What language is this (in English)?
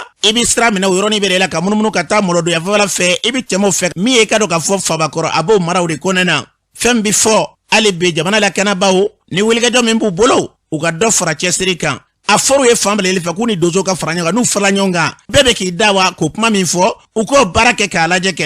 Bambara